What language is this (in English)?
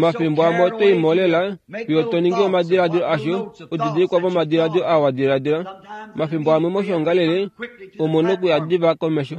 Kuanyama